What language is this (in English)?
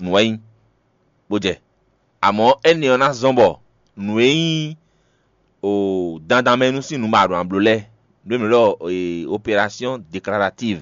Fon